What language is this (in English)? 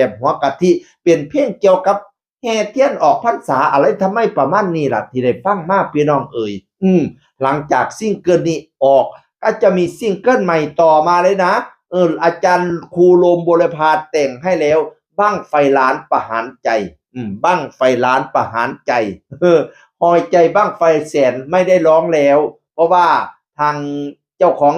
Northeastern Thai